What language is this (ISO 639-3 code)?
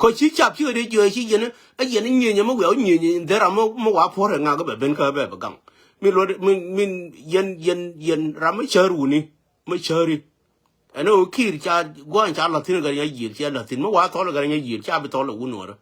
nus